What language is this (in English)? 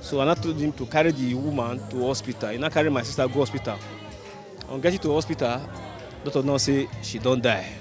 Nigerian Pidgin